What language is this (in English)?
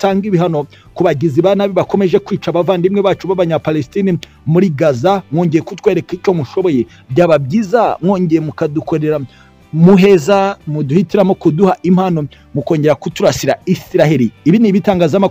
Kinyarwanda